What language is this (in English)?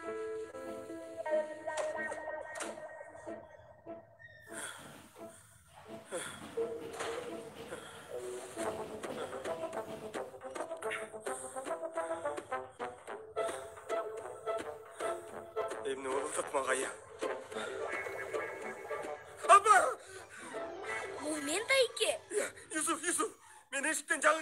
Kyrgyz